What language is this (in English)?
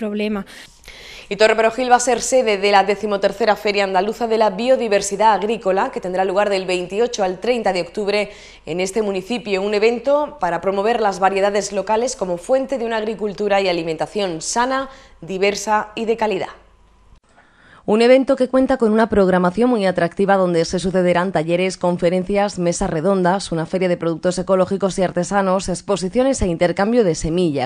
Spanish